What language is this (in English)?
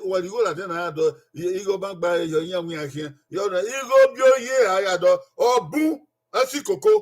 Bini